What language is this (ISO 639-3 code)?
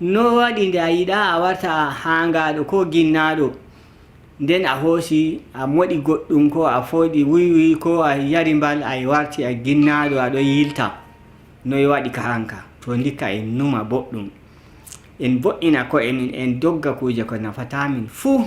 fuv